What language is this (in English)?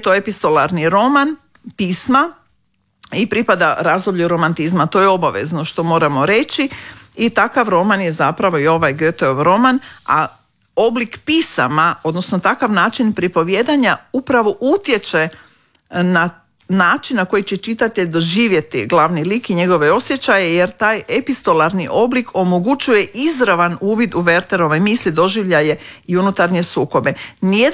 Croatian